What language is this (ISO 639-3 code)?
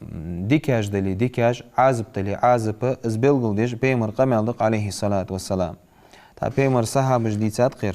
inh